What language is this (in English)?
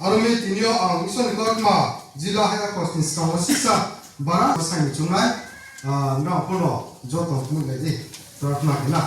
Riang (India)